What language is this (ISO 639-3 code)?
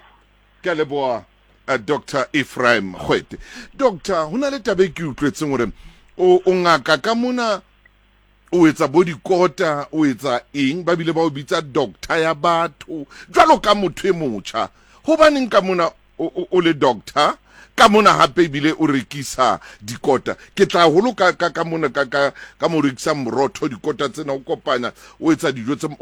sot